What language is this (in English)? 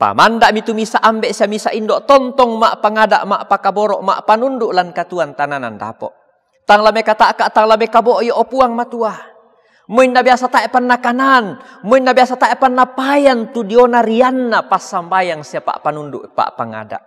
Toraja-Sa'dan